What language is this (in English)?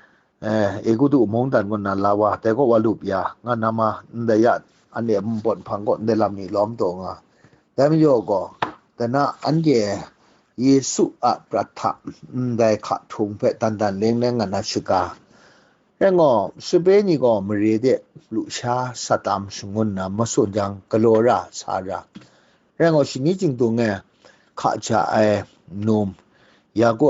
Kachin